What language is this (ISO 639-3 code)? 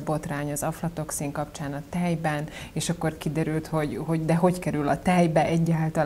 hun